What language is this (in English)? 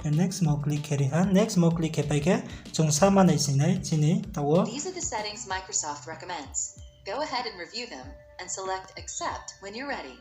Riang (India)